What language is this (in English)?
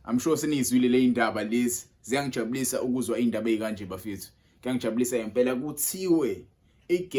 Zulu